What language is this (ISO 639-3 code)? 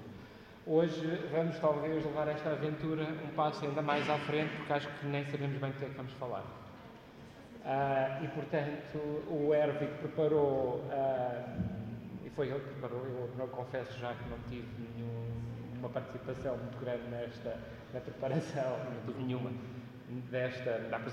por